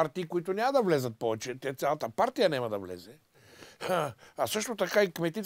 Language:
Bulgarian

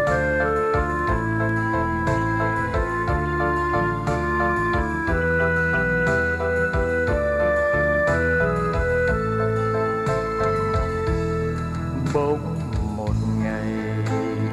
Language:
Vietnamese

